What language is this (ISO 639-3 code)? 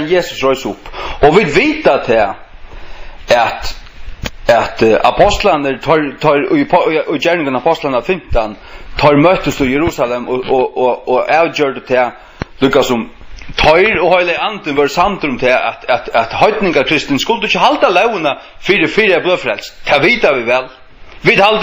fao